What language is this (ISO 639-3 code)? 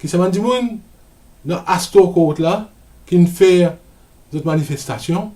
mfe